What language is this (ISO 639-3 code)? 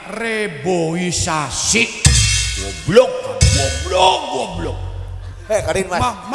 jav